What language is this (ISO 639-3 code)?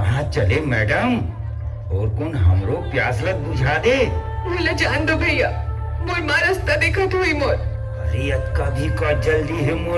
hne